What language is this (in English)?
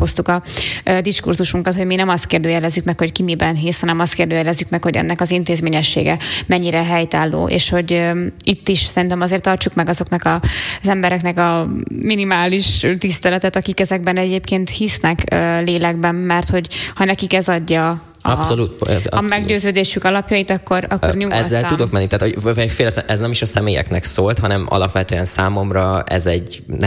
Hungarian